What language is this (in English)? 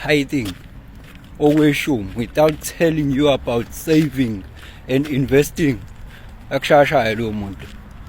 Zulu